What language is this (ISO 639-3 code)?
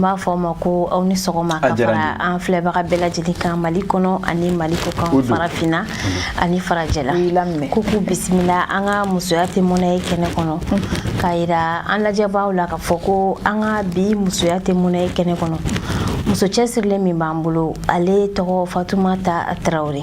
bam